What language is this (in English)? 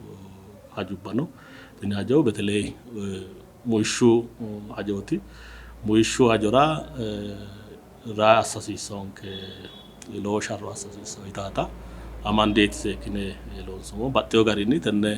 Sidamo